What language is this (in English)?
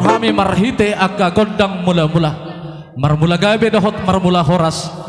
Batak Toba